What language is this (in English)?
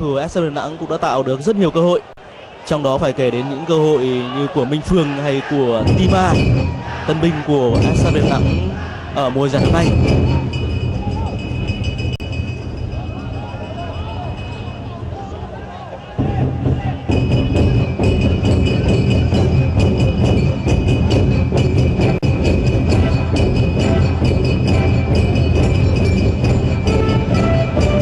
Vietnamese